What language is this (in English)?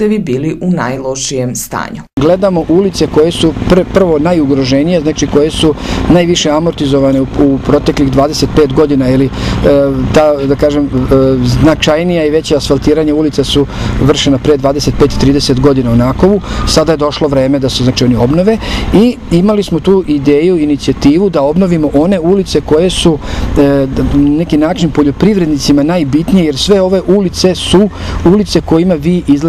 Serbian